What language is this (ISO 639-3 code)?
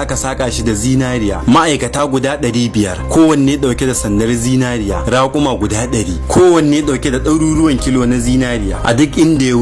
hau